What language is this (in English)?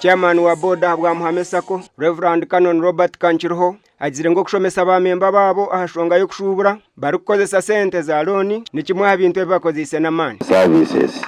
Nyankole